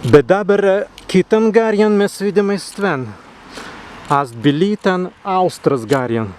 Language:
Prussian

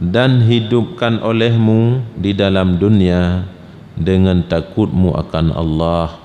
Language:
Achinese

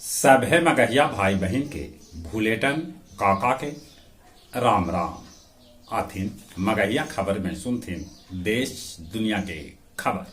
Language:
Magahi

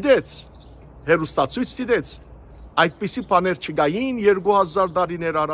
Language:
Western Armenian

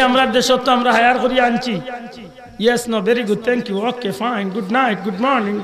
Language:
Sylheti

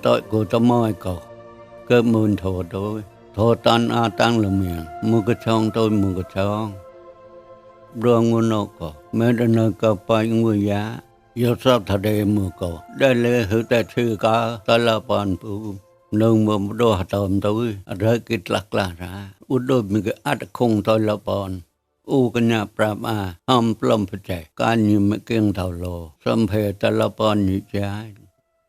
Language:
Mon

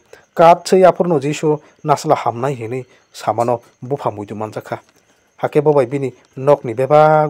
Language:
Kok Borok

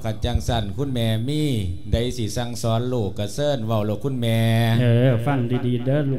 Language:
Lao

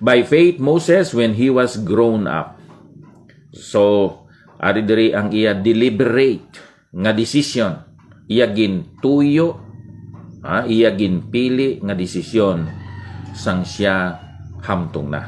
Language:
Hiligaynon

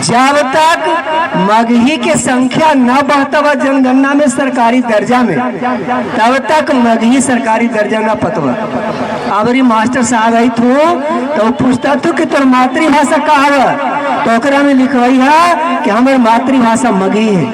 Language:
Magahi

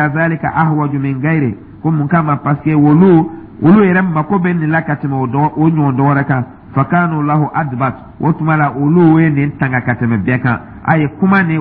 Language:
Dyula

